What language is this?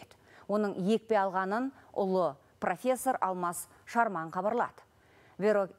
Kazakh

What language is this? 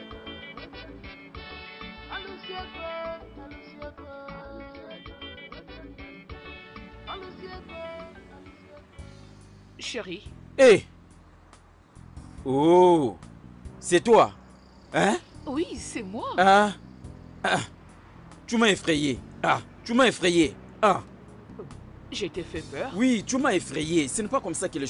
French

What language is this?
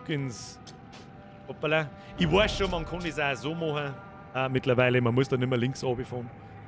Bavarian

